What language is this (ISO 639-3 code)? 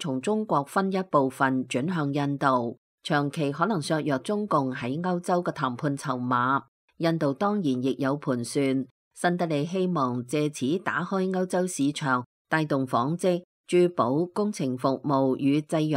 yue